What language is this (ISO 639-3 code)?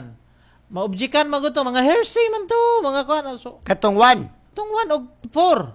ceb